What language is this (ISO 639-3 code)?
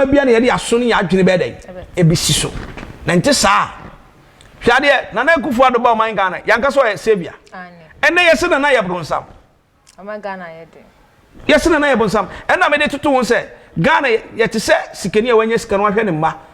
aka